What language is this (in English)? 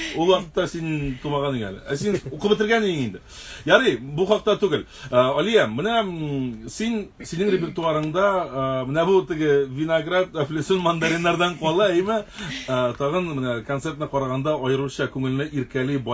Tatar